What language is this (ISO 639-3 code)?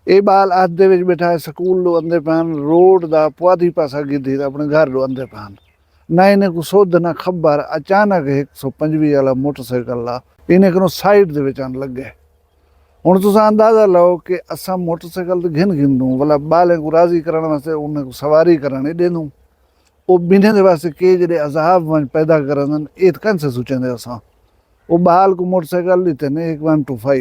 skr